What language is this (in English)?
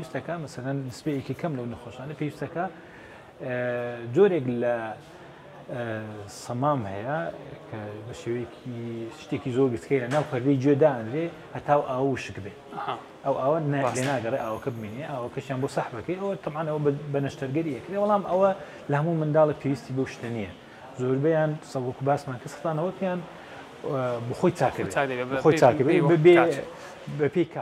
Central Kurdish